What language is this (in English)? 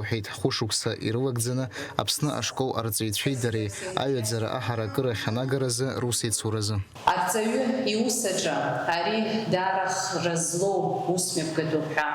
Abkhazian